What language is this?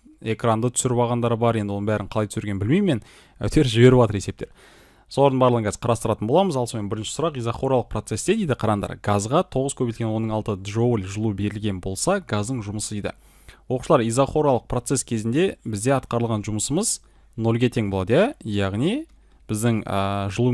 Kazakh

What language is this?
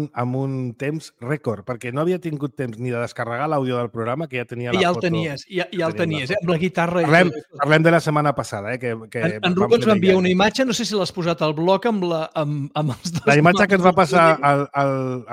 Catalan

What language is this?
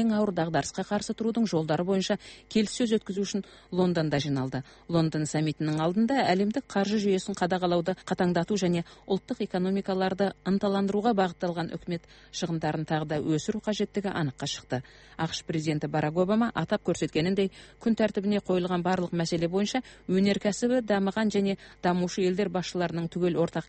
Kazakh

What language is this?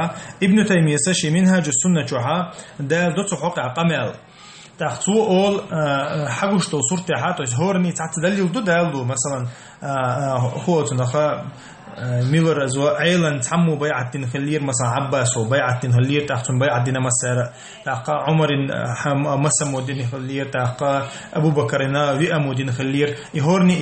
Chechen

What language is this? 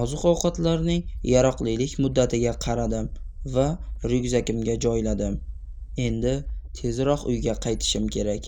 Uzbek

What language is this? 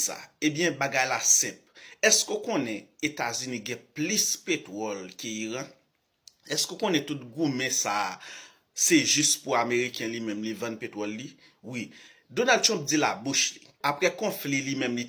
Haitian Creole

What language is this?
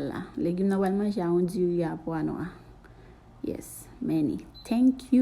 Haitian Creole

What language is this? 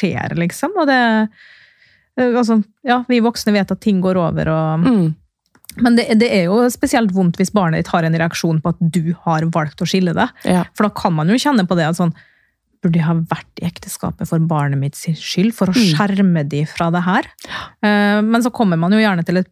Norwegian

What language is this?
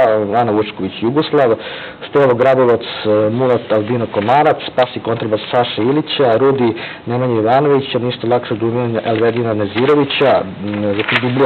Serbian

